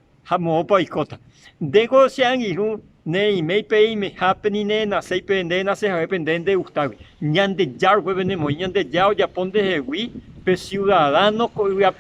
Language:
Guarani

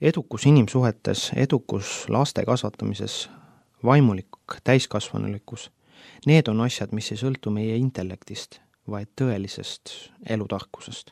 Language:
Estonian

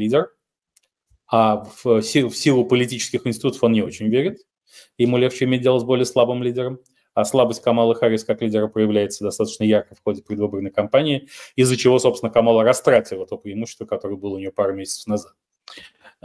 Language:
Russian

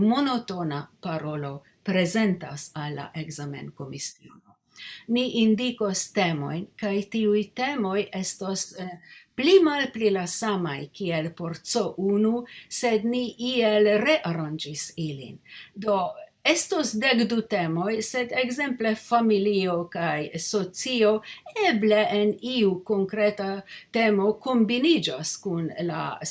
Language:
Esperanto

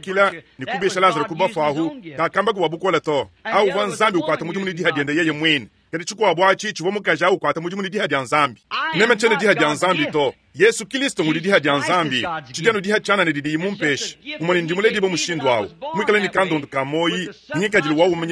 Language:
Luba-Lulua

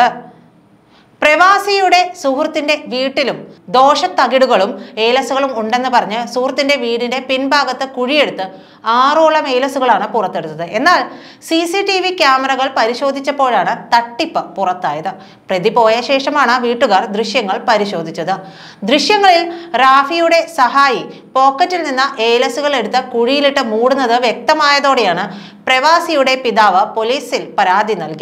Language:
Malayalam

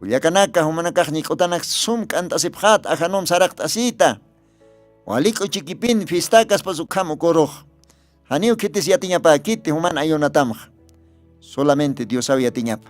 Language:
Aymara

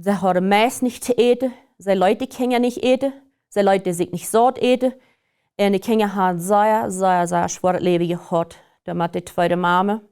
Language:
Plautdietsch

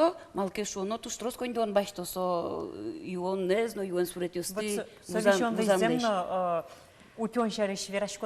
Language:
Udmurt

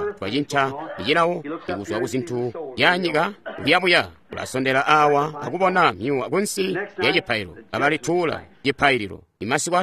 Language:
Tonga (Zambia)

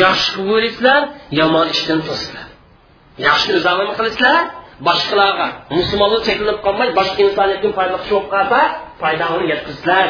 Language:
Uyghur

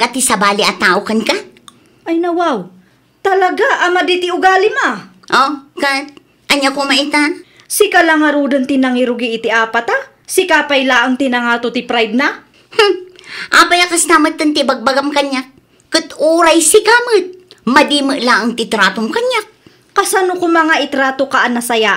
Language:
Iloko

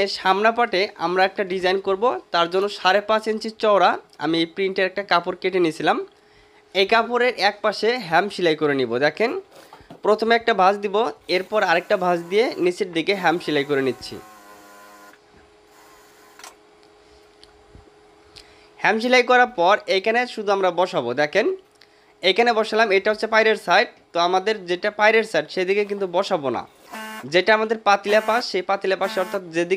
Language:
Bangla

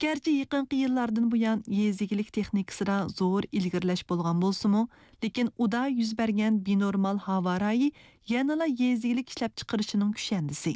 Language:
Uyghur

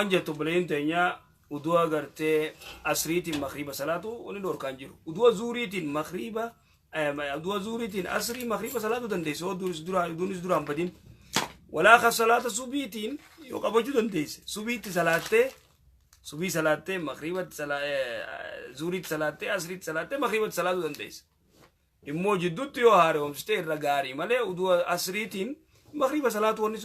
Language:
Oromo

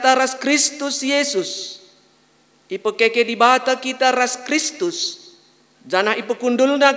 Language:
Batak Karo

